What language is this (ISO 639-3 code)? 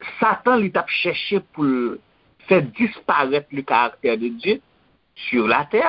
hat